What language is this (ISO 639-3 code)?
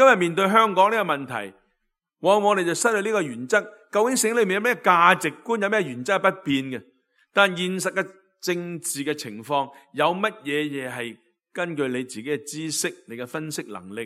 yue